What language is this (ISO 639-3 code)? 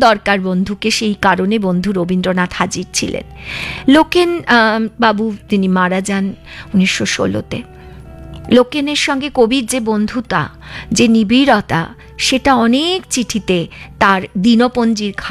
ben